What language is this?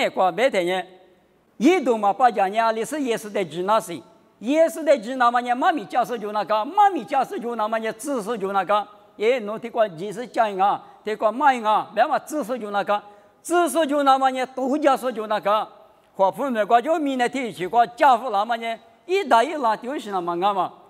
Lisu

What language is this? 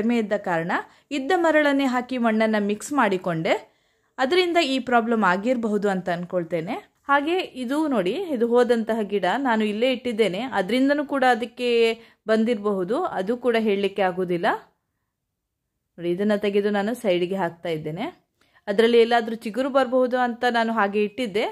Kannada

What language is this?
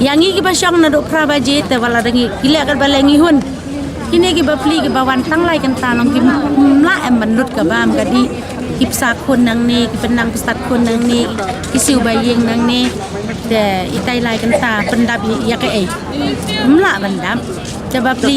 Khasi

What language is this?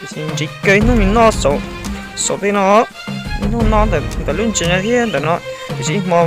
Hmong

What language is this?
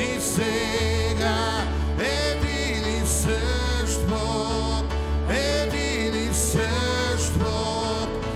Bulgarian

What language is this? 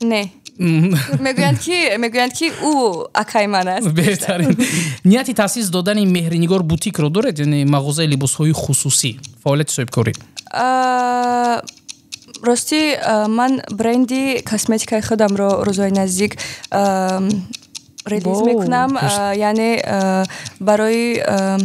Tajik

